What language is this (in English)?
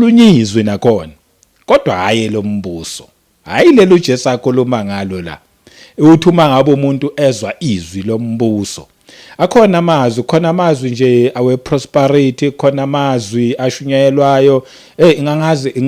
Zulu